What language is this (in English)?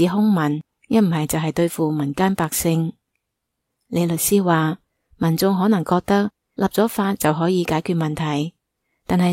Cantonese